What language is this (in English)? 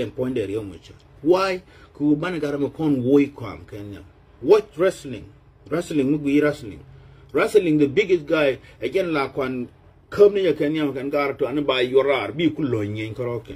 Nuer